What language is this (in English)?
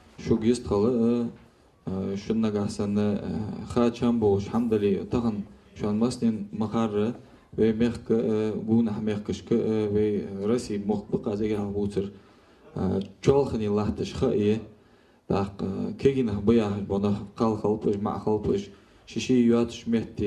Ingush